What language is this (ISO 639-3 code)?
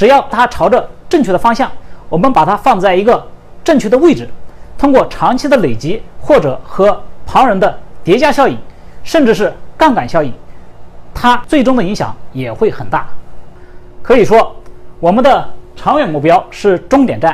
zho